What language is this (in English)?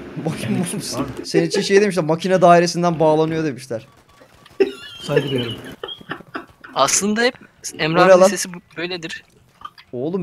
Turkish